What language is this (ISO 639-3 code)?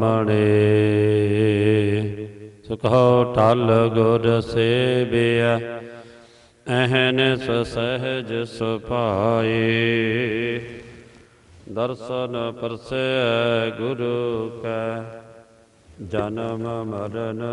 pan